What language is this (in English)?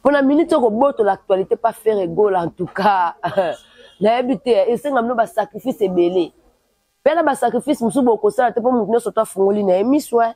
Lingala